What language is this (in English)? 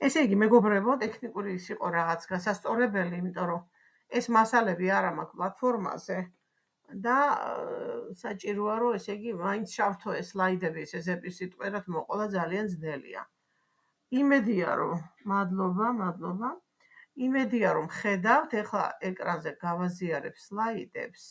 Georgian